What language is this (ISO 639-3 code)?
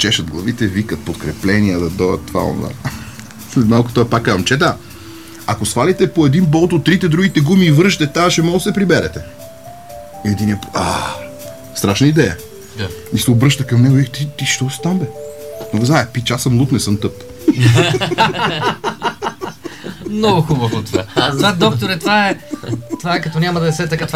bul